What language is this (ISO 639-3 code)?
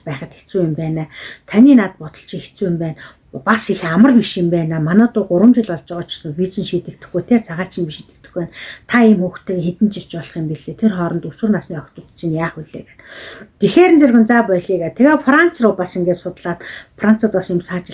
mon